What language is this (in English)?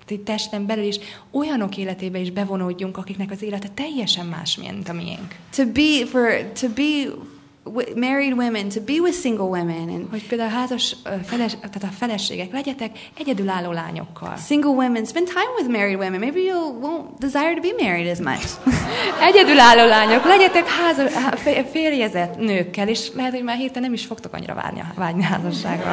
Hungarian